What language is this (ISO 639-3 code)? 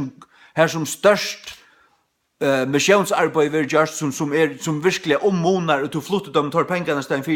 fao